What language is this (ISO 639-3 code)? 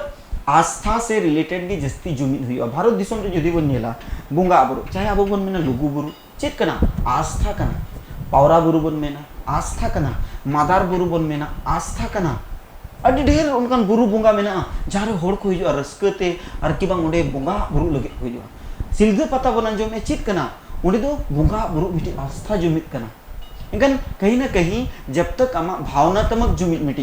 sat